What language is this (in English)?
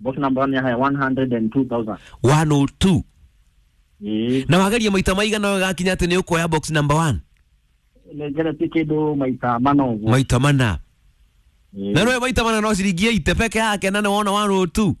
Kikuyu